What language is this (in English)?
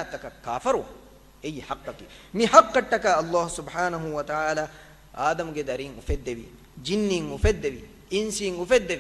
Divehi